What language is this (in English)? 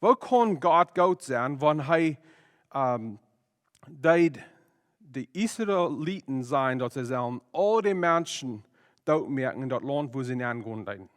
Plautdietsch